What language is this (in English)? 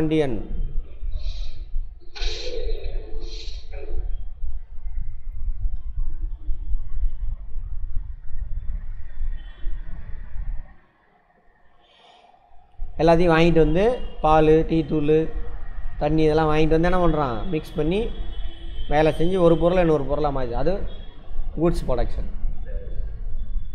Tamil